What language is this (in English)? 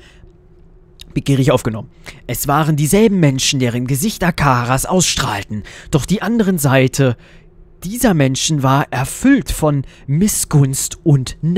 German